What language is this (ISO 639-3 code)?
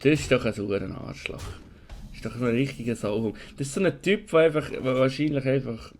gsw